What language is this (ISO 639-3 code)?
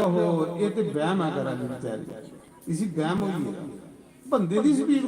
doi